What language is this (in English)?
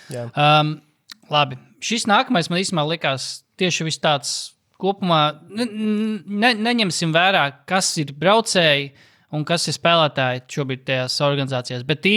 Latvian